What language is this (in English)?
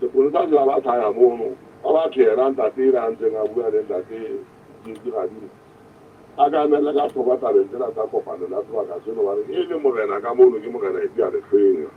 Southern Sotho